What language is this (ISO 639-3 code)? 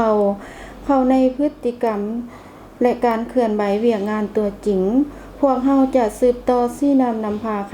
lao